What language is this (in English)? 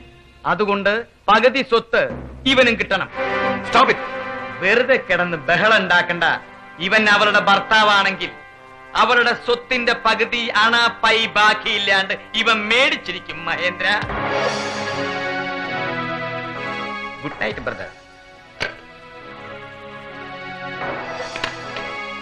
Malayalam